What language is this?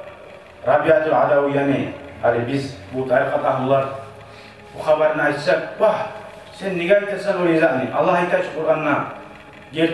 Kumyk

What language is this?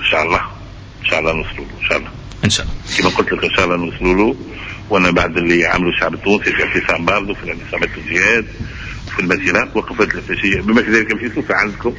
Tunisian Arabic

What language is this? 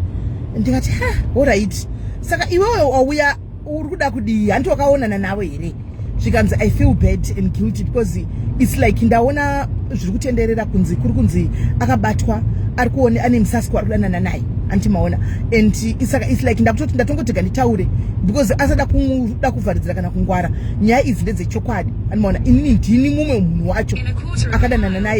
Shona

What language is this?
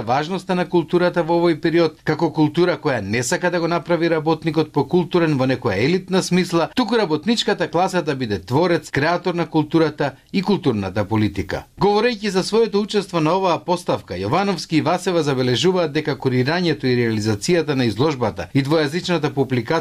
Macedonian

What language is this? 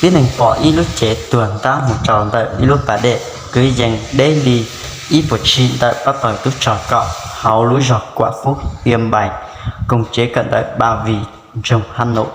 Hmong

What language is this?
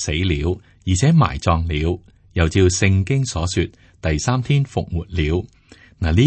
Cantonese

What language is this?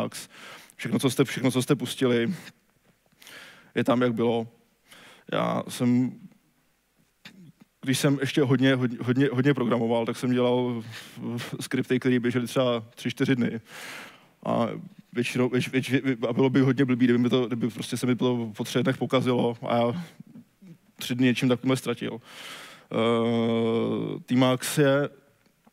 Czech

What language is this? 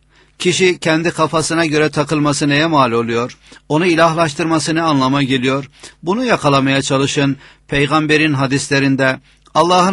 Turkish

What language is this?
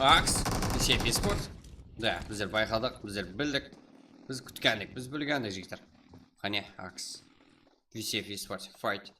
Kara-Kalpak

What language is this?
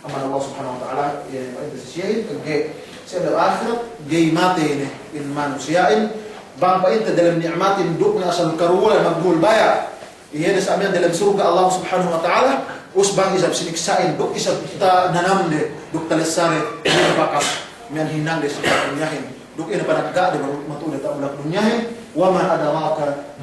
Yakan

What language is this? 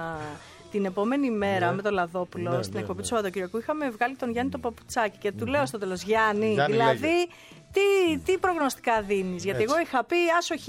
Greek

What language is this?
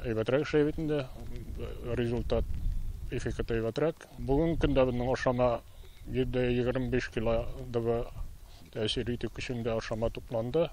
Tatar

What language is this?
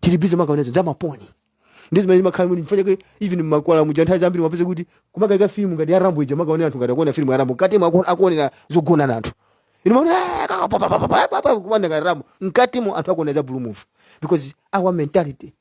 Nyanja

